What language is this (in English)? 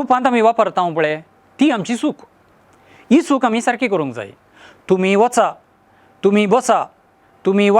Konkani